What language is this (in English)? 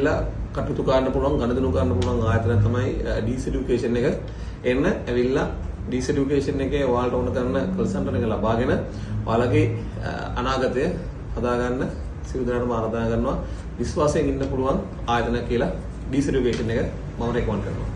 Sinhala